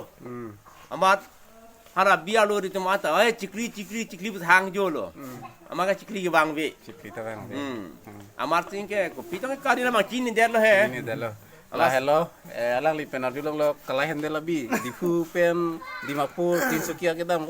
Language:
Karbi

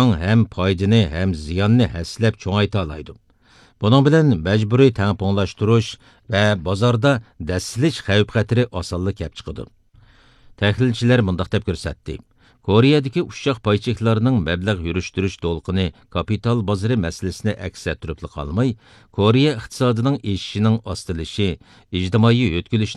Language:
Uyghur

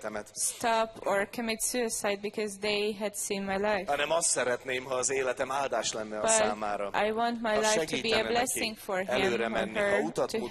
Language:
Hungarian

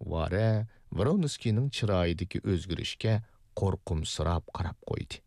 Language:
Uyghur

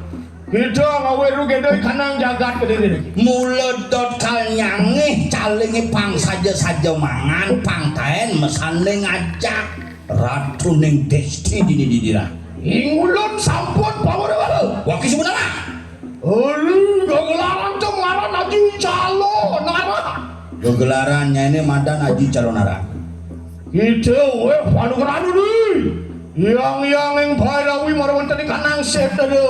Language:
Balinese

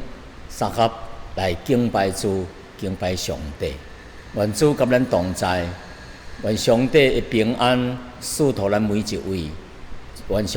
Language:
Min Nan Chinese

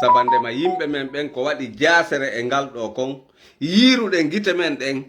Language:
Fula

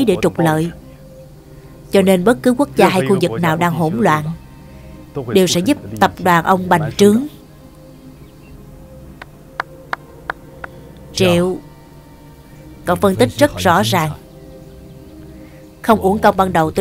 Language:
Vietnamese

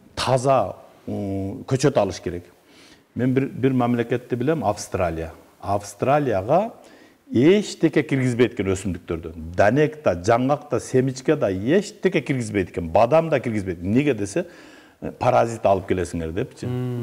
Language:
Kyrgyz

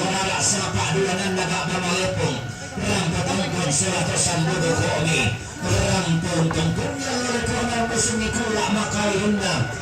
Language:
Toraja-Sa'dan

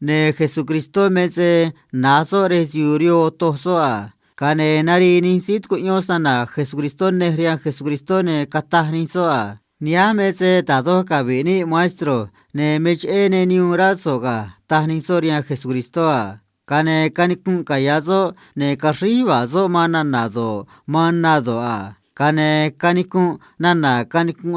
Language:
Copala Triqui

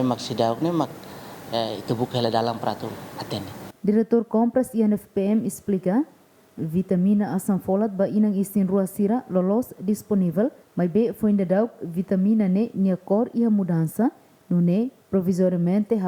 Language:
Tetum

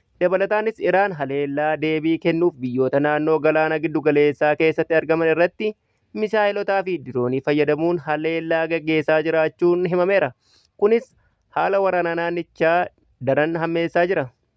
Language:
Oromo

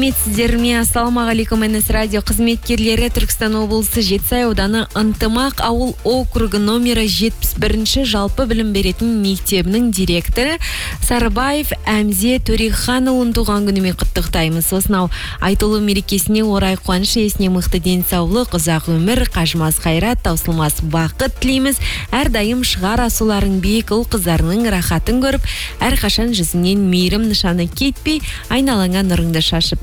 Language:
Kazakh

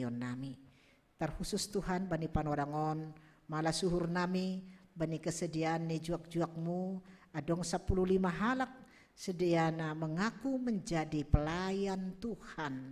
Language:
Batak Simalungun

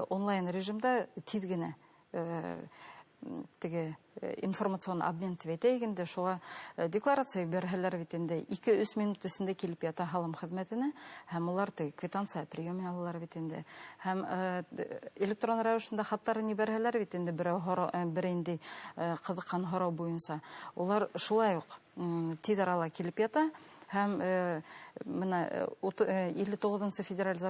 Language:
Bashkir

